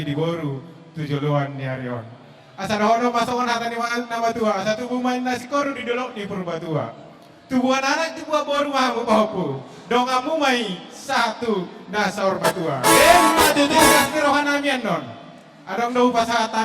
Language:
Batak Toba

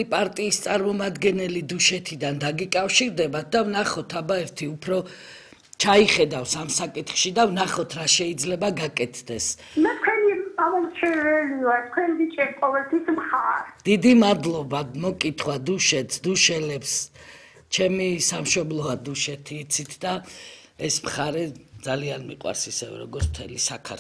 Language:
Georgian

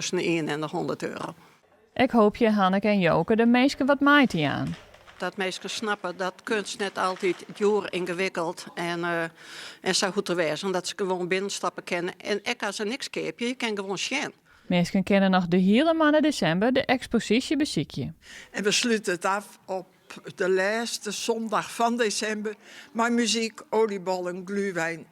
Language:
Western Frisian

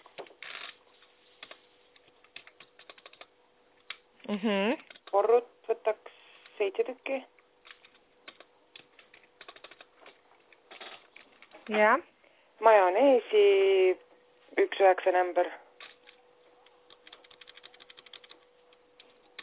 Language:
Estonian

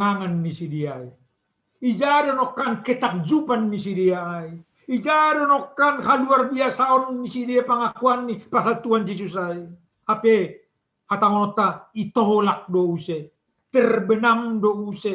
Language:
Batak Simalungun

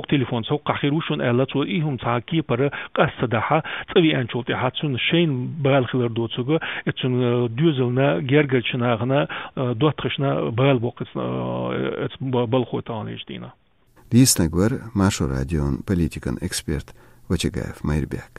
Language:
Chechen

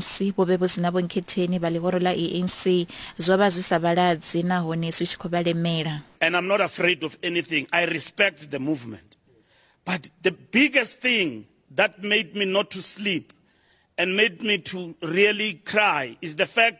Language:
Venda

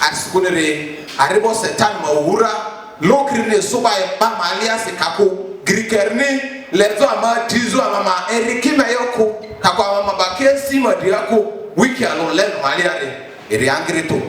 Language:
Lugbara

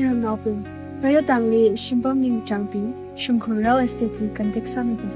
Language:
Tangkhul Naga (India)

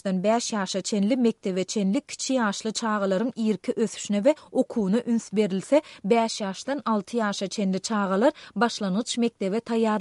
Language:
Turkmen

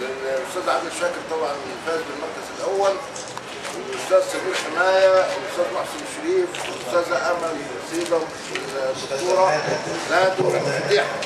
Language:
Egyptian Arabic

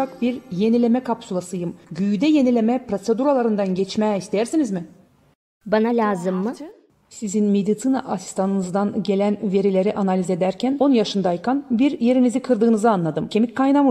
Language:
Gagauz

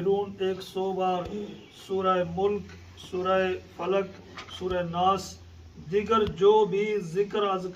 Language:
Pahari-Potwari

